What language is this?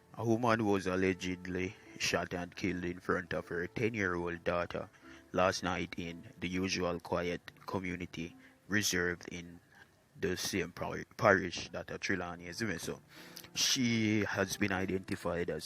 Jamaican Creole English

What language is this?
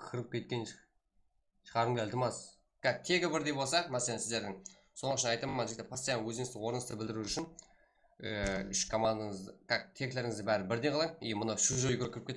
Kara-Kalpak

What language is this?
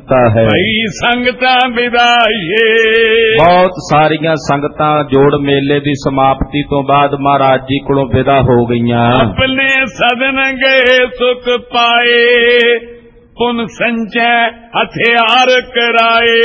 Punjabi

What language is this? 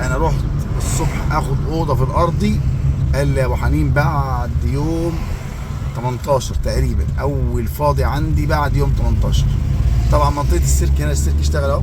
Egyptian Arabic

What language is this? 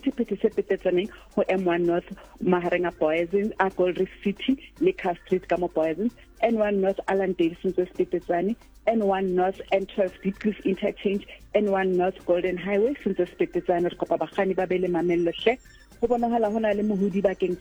Southern Sotho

